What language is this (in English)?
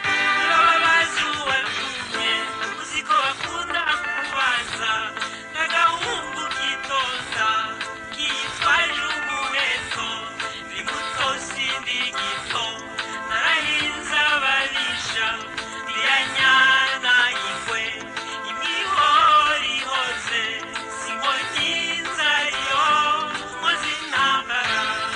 Rundi